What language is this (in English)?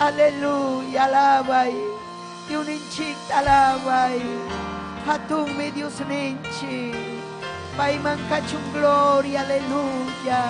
Ayacucho Quechua